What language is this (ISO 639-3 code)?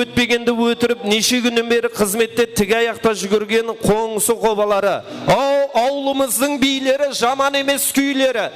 kaa